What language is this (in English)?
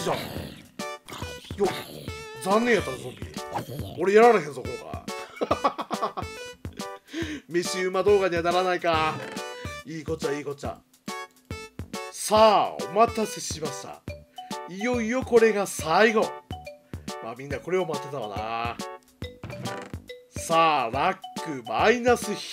Japanese